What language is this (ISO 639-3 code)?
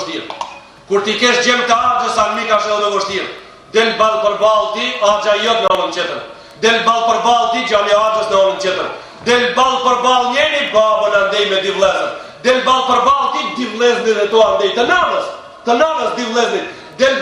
sqi